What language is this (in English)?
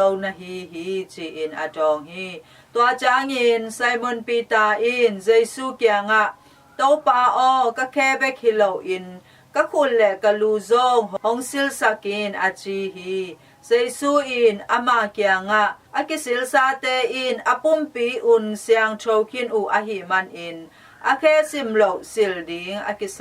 Tedim Chin